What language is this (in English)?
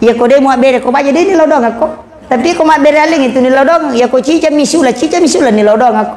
Buginese